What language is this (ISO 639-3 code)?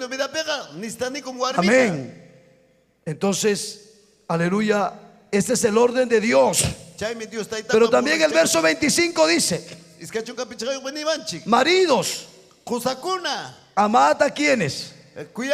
quy